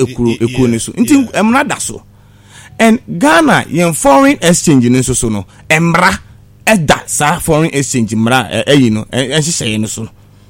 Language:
Akan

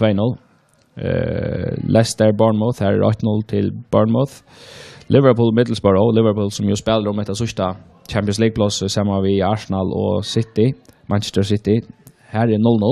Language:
Faroese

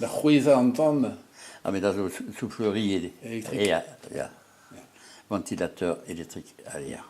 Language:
Breton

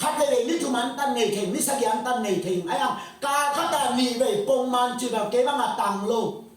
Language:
Tedim Chin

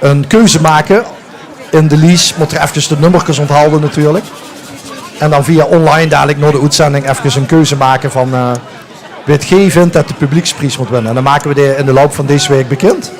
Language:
Limburgish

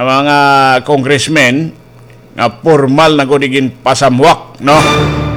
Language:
Waray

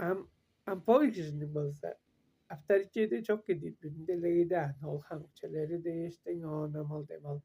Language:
Tuvinian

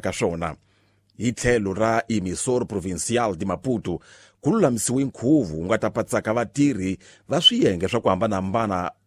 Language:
Tsonga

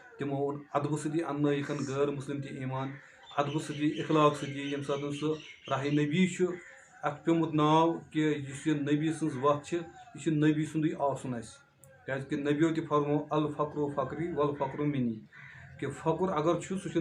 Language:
Kashmiri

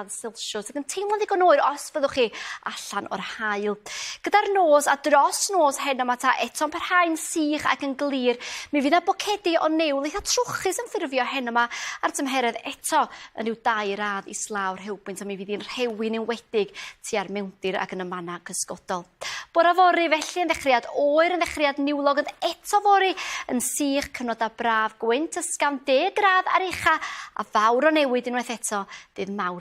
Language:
Welsh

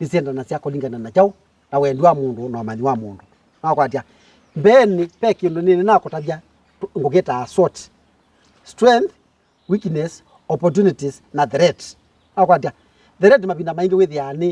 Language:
Kamba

